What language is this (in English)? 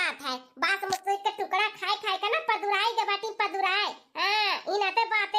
Bhojpuri